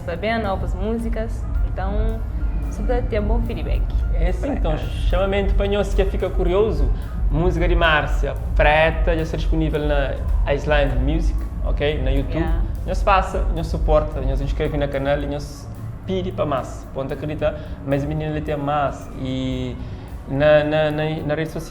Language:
Kabuverdianu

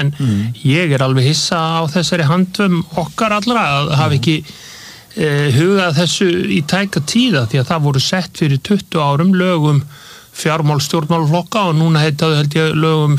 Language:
Icelandic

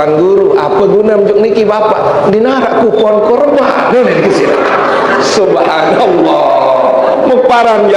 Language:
Sasak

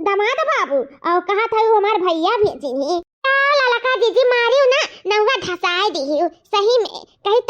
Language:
Awadhi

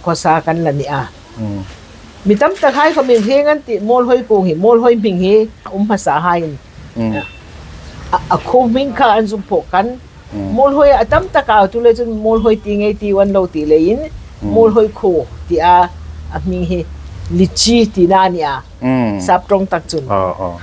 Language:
Hmar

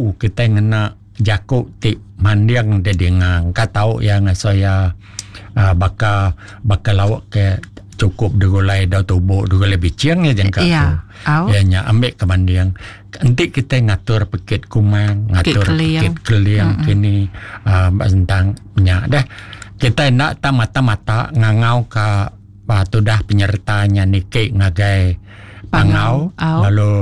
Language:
Iban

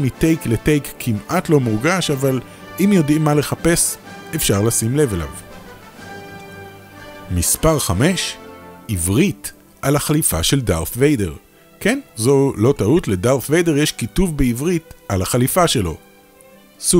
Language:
Hebrew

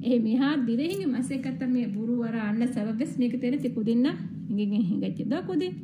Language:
Divehi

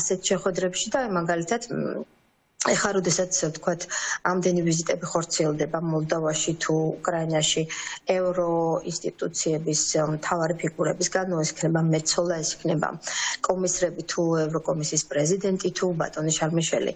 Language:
Georgian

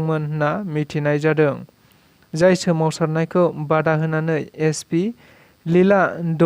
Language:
Bodo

